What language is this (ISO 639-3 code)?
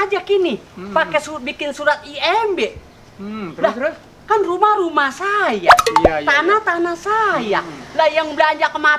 bew